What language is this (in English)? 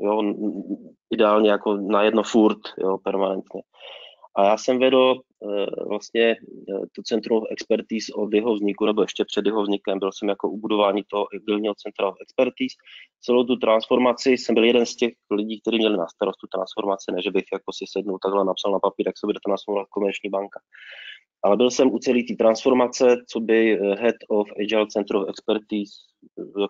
Czech